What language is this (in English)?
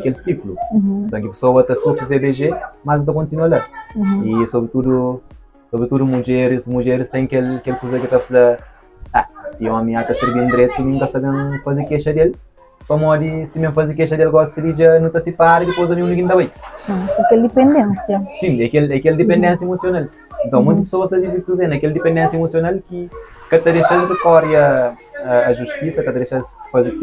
Kabuverdianu